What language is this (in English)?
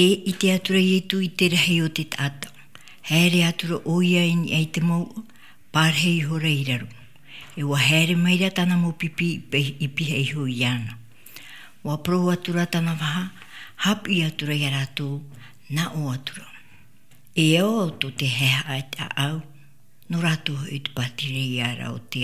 Tahitian